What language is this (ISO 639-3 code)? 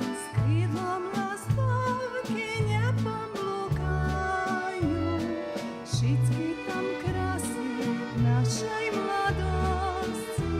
rue